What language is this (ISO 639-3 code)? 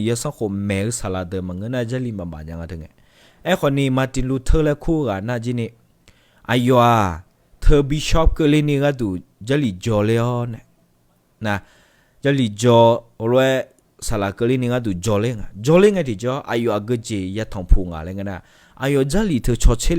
ahk